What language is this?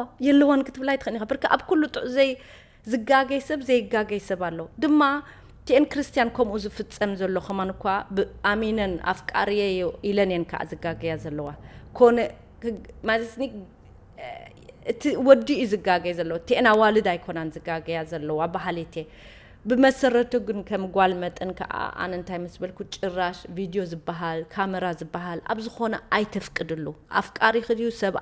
Tigrinya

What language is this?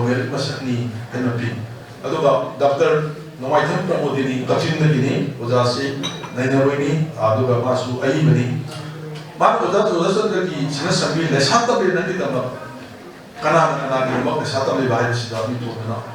Manipuri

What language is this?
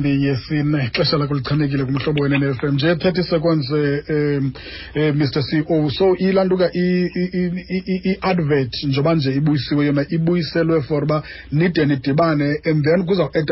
Xhosa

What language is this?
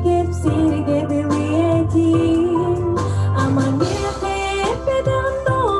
Yakut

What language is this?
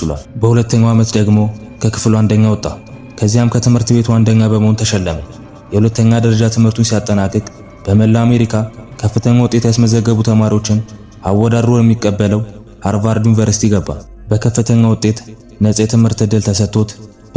Amharic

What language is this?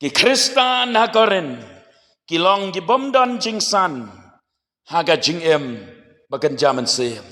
Khasi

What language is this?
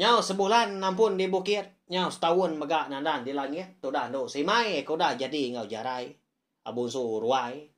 Iban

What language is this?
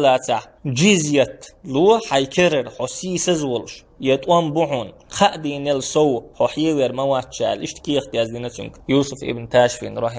Chechen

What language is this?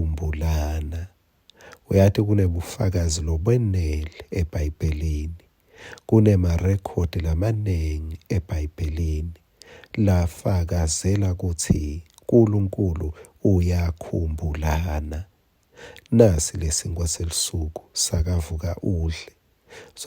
Swati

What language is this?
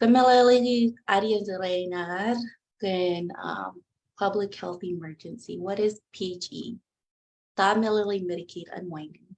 Marshallese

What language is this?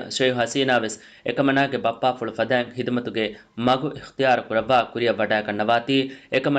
Divehi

